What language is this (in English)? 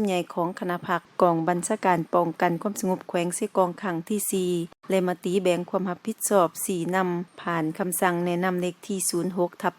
Lao